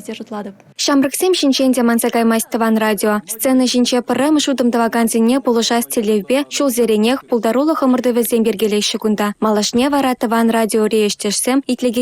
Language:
Chuvash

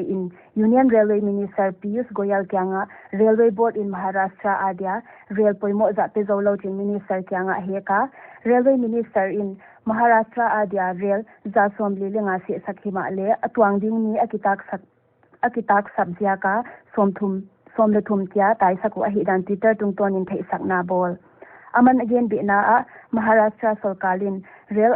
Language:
Paite Chin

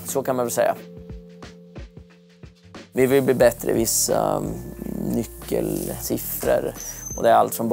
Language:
Swedish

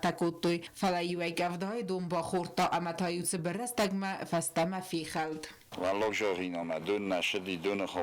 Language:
Ossetic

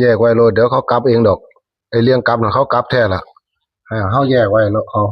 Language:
Northeastern Thai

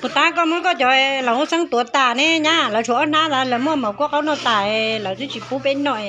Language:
Hmong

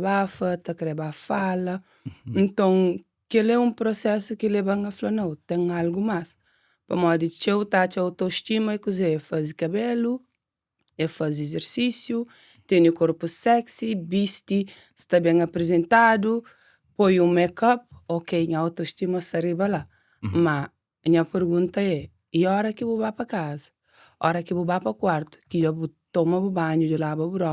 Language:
Kabuverdianu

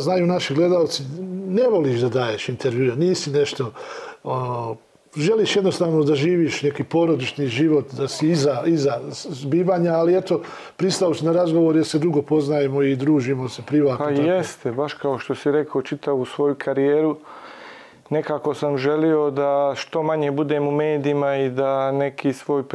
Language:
Bosnian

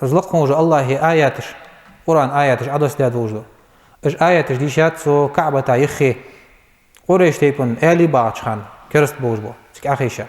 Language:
Ingush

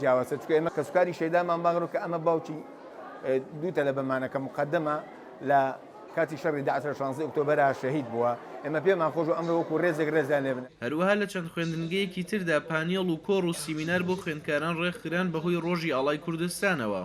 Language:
Central Kurdish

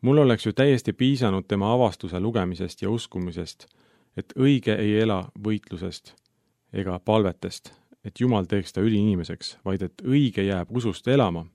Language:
Estonian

